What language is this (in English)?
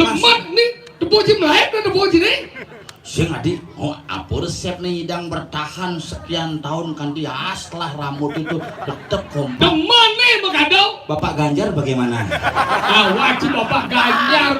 Balinese